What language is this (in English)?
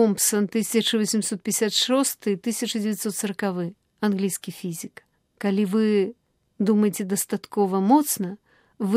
Belarusian